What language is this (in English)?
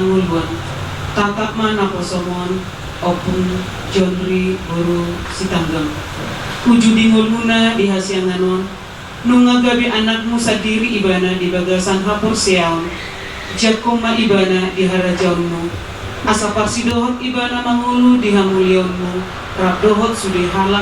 Batak Toba